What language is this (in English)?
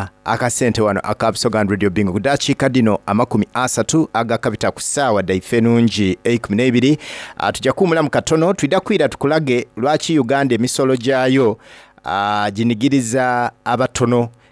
Soga